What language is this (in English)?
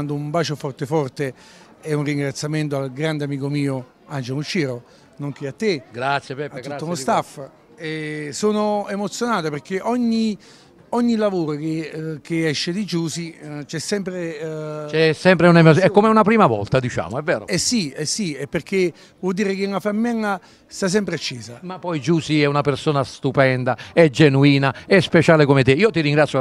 Italian